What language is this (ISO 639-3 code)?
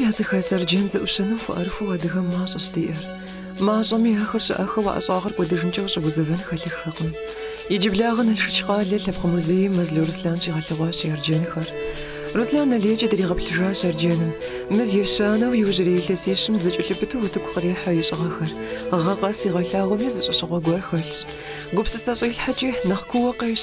kbd